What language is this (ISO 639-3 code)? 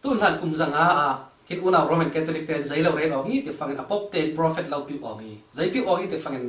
cfm